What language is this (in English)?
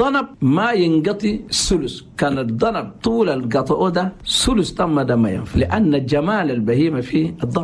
Chadian Arabic